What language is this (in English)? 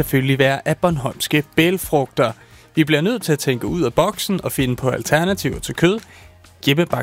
Danish